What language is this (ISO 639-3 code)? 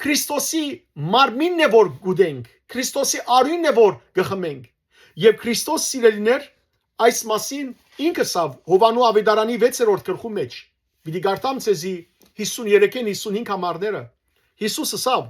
hyw